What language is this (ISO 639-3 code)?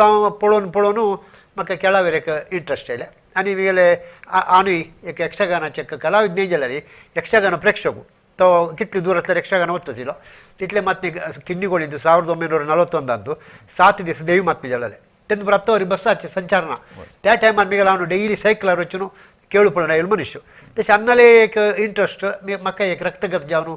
kok